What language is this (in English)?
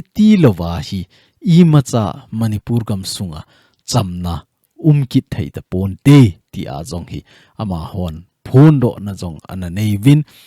Thado Chin